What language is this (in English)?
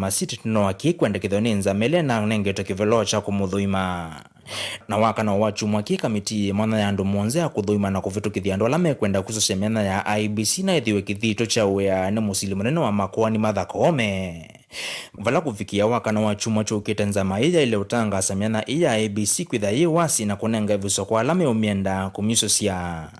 Kamba